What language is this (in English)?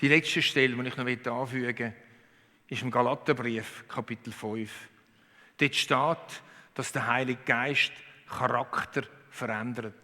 Swiss German